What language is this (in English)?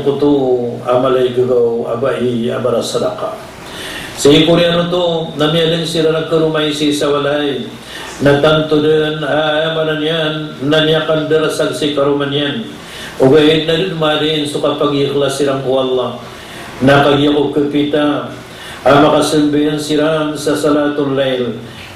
Maranao